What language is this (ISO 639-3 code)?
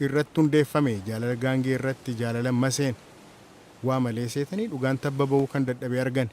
orm